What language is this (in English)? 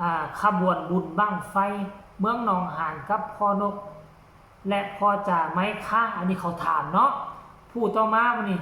Northeastern Thai